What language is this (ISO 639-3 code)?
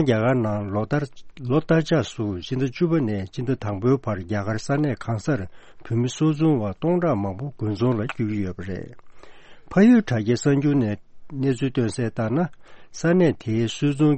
bod